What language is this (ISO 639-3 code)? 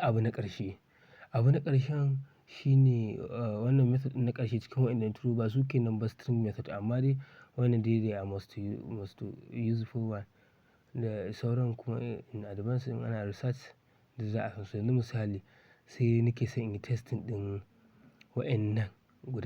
hau